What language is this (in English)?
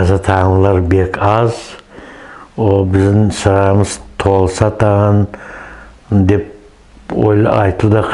Nogai